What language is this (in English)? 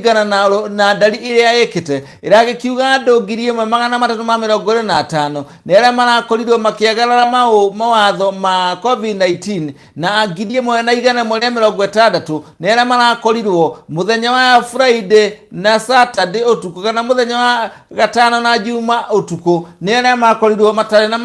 Kikuyu